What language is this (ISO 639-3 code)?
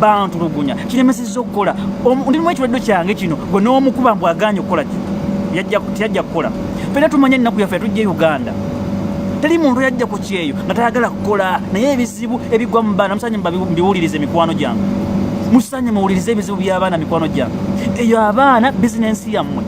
lug